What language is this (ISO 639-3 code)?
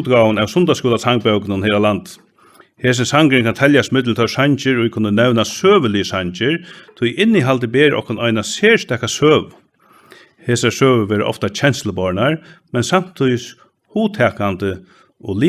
fao